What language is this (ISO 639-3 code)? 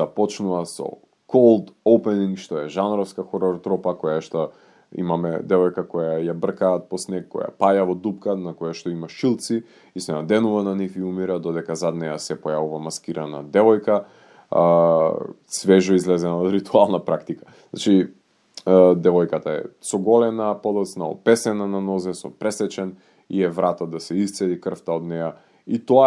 mkd